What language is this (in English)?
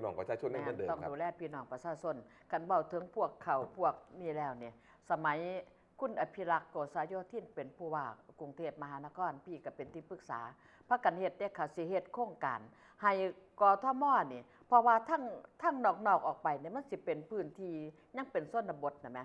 Northeastern Thai